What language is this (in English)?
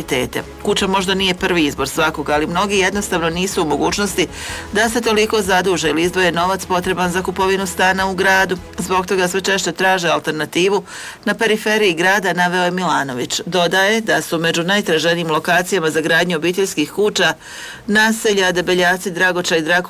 Croatian